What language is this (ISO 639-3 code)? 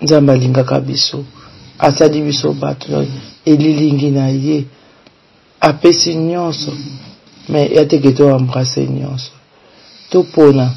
lin